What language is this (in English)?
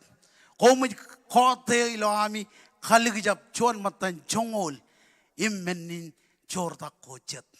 Marshallese